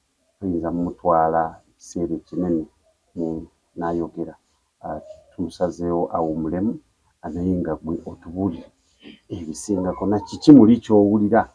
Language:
Ganda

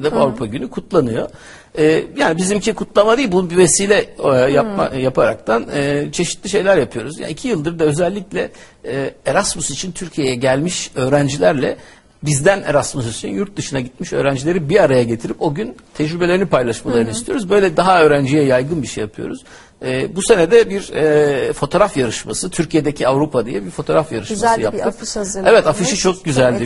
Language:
Turkish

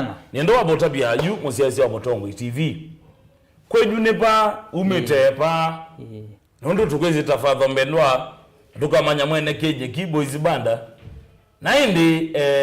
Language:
Kamba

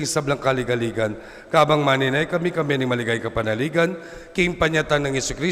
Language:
Pampanga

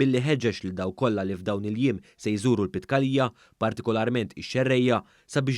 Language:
Maltese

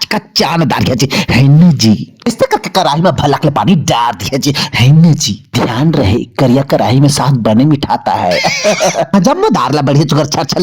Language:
Chhattisgarhi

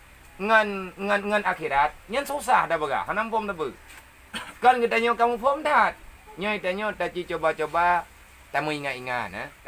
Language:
Achinese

